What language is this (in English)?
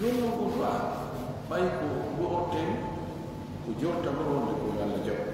Fula